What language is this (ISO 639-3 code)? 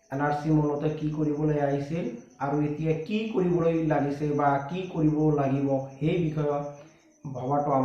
asm